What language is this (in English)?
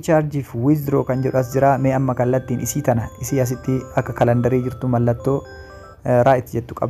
Oromo